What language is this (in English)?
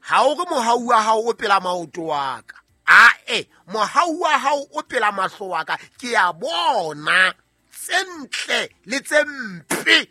Southern Sotho